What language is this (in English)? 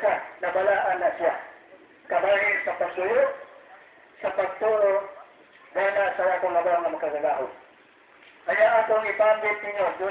Cebuano